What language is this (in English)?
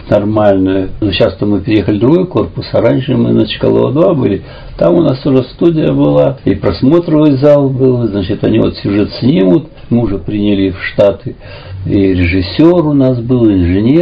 Russian